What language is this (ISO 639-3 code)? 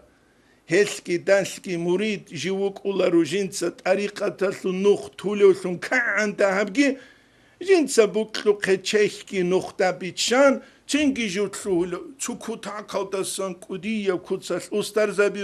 ava